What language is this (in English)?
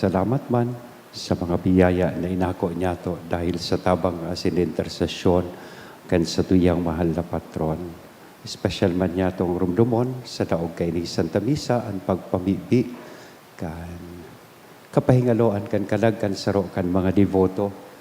Bikol